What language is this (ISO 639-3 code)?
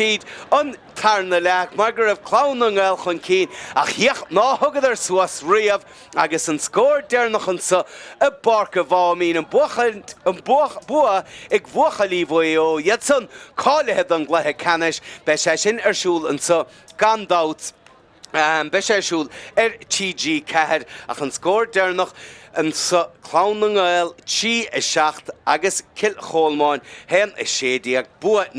gle